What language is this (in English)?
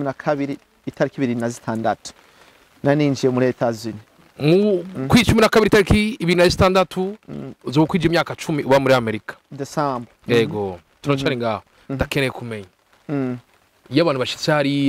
Rundi